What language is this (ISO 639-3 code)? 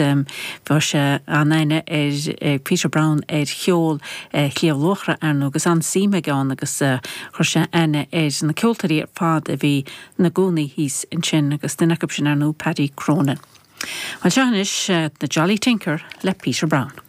gle